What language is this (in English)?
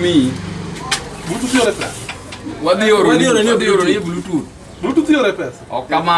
Luo (Kenya and Tanzania)